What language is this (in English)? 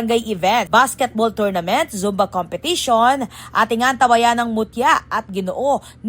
Pampanga